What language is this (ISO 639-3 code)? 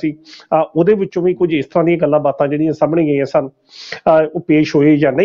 pan